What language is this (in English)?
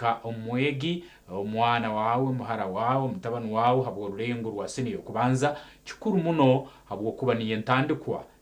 Nyankole